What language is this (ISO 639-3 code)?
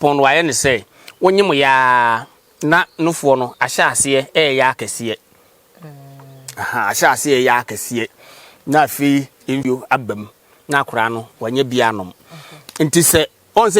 aka